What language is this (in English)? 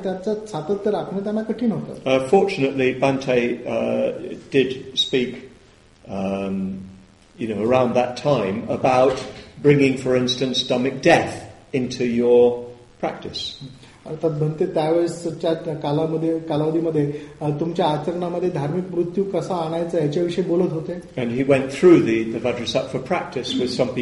Marathi